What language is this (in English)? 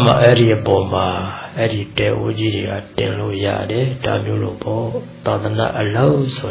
Burmese